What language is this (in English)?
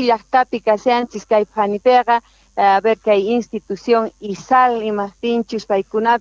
South Bolivian Quechua